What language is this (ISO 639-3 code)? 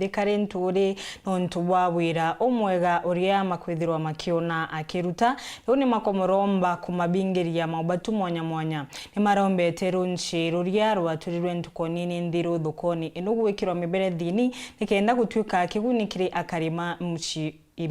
mer